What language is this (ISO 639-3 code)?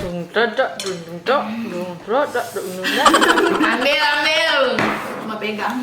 xmm